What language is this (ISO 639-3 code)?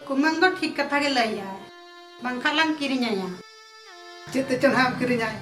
sat